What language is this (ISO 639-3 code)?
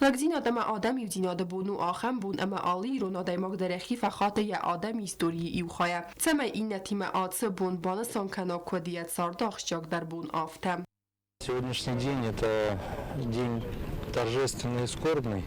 oss